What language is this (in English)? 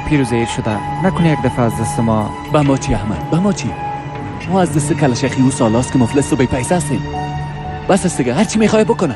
Persian